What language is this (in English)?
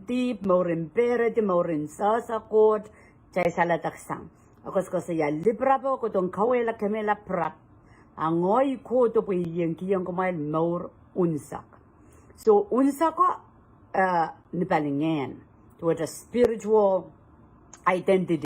Pohnpeian